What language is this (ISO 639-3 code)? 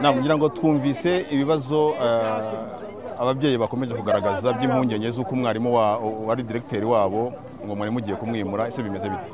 kin